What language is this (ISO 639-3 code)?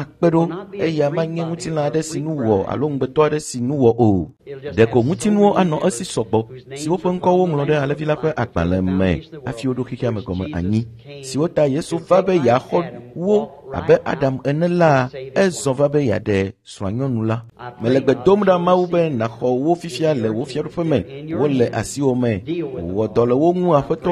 ewe